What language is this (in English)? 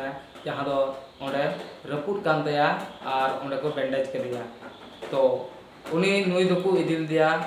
Santali